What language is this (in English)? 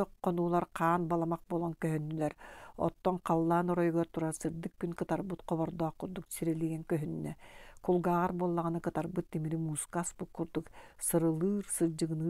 Yakut